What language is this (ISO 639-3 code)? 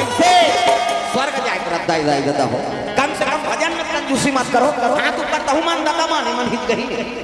hne